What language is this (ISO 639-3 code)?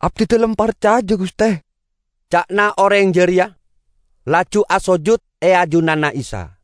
mad